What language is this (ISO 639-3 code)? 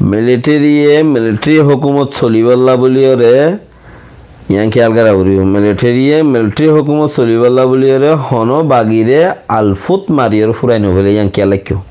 rhg